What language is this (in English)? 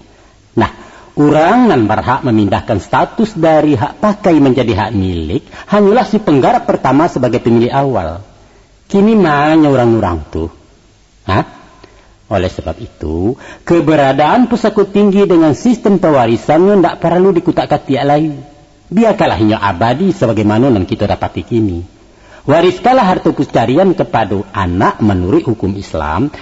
Minangkabau